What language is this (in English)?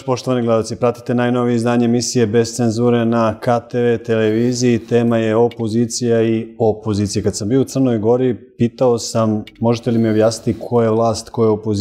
Serbian